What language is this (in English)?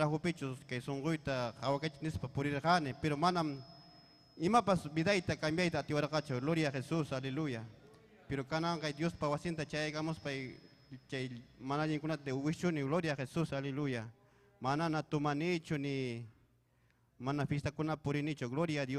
Ayacucho Quechua